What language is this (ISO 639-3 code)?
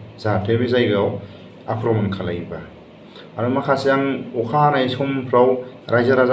brx